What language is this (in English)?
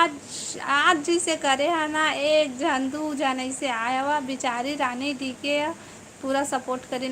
Chhattisgarhi